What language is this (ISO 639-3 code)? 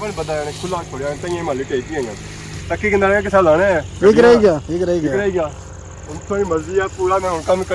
phr